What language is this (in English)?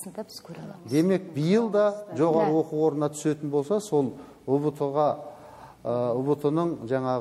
Kazakh